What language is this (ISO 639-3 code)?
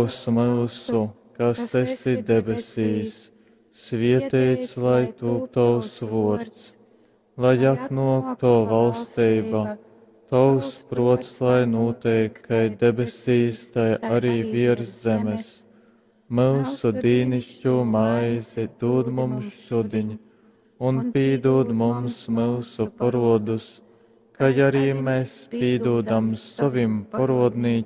ltg